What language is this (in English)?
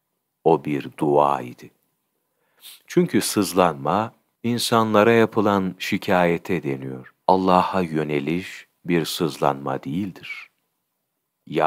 Turkish